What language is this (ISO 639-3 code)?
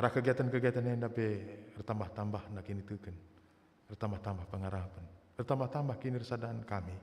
btx